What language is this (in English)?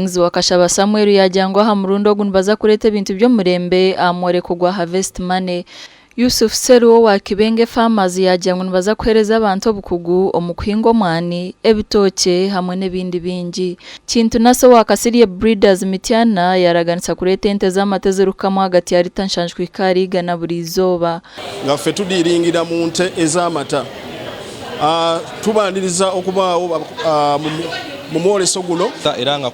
Nyankole